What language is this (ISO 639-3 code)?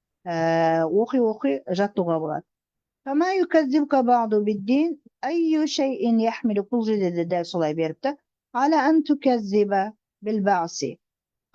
kaz